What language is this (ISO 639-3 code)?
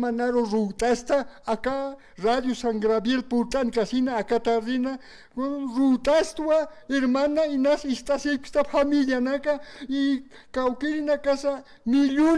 aym